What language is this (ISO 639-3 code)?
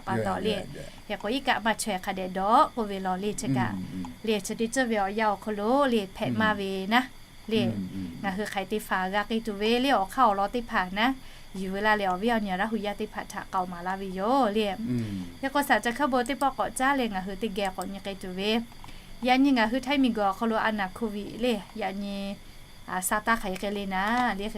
lhu